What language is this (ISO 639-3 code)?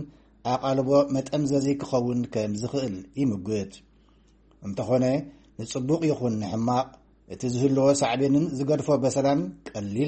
tir